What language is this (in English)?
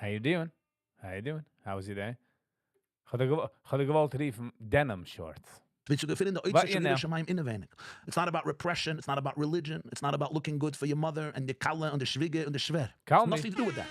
Yiddish